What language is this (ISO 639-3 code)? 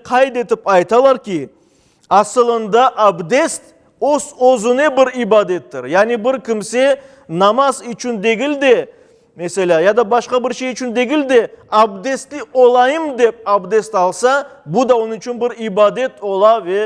crh